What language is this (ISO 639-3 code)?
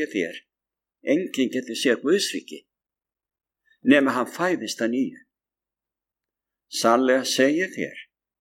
isl